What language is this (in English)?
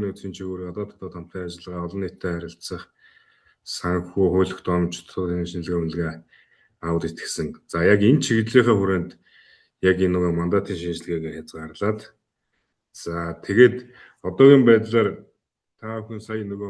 Mongolian